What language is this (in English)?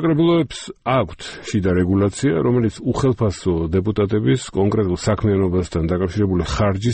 Georgian